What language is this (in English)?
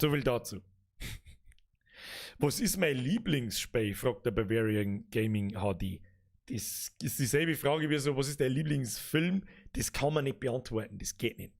Bavarian